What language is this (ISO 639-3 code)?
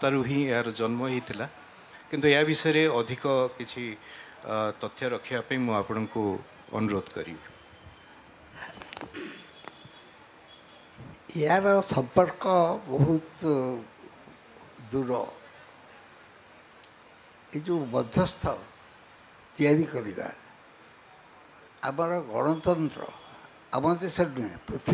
ori